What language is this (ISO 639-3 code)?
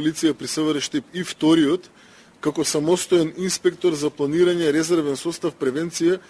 mkd